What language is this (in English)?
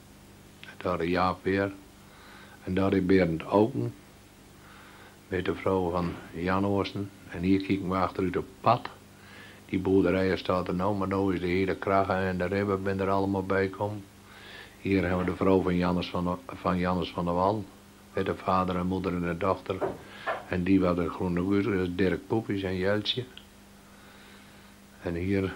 Dutch